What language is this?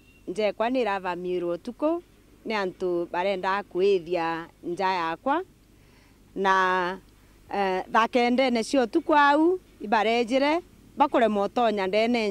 Meru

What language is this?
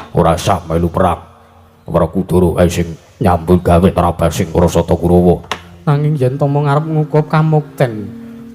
Javanese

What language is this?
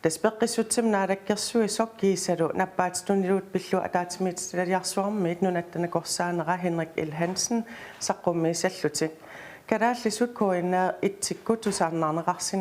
Kalaallisut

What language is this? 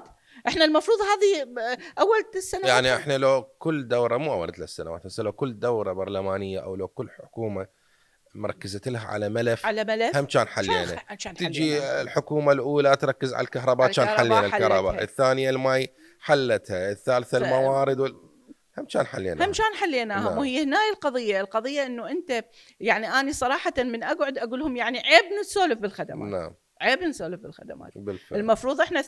Mesopotamian Arabic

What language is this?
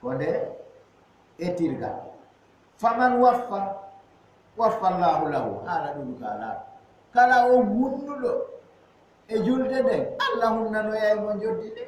Fula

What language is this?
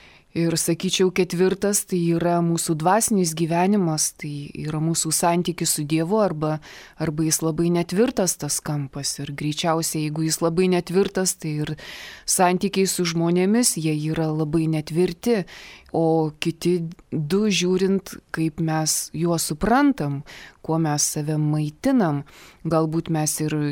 Lithuanian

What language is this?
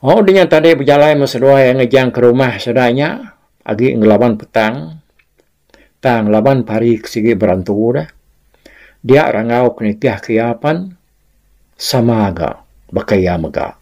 Iban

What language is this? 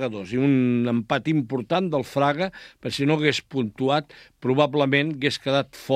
Catalan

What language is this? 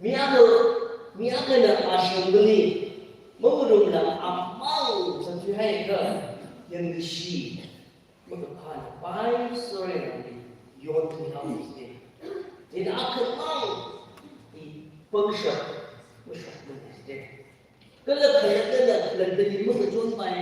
Tangkhul Naga (India)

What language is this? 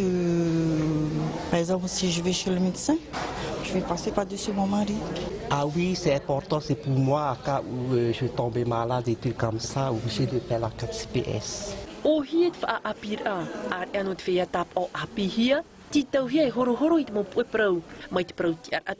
Tahitian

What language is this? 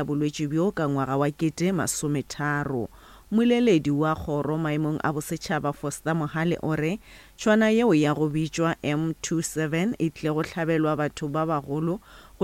Northern Sotho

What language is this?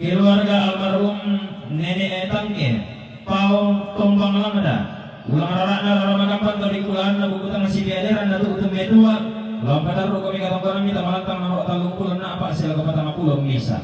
Toraja-Sa'dan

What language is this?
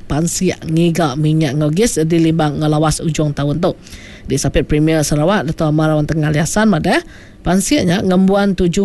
Iban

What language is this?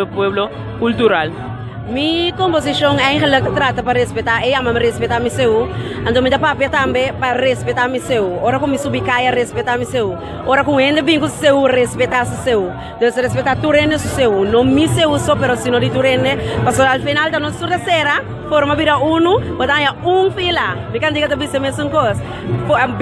Papiamento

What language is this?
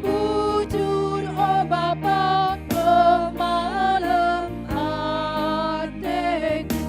Batak Karo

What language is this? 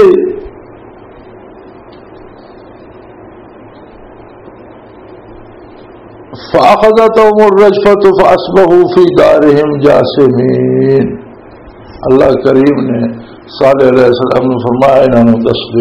Urdu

